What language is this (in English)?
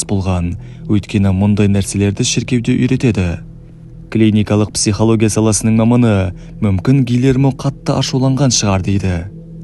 Kazakh